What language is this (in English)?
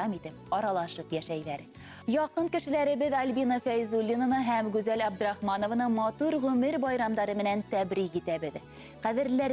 Bashkir